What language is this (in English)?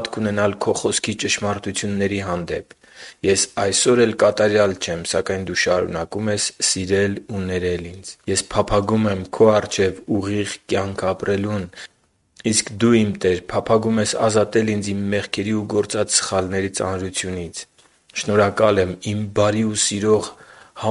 Armenian